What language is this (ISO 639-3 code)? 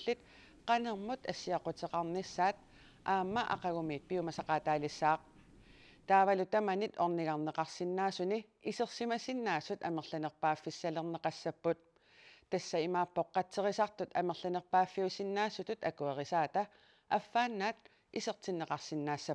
kal